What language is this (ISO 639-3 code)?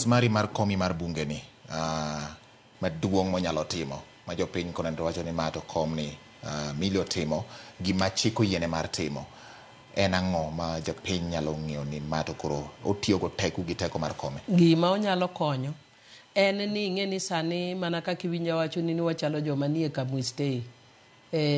luo